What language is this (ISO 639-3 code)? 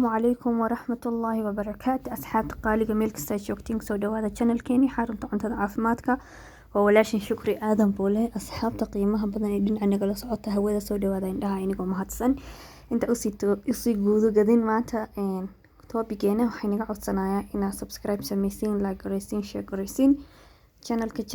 som